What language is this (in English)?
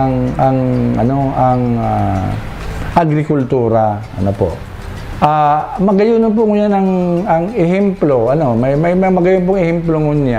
Bikol